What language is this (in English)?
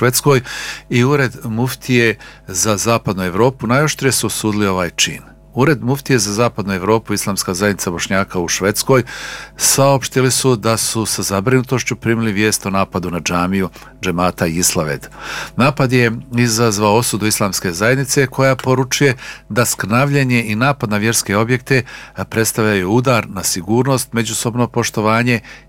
Bosnian